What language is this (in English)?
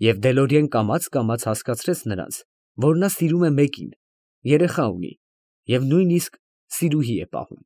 Armenian